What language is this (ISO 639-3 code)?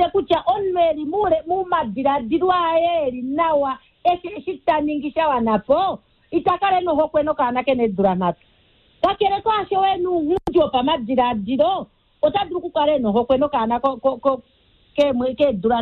kua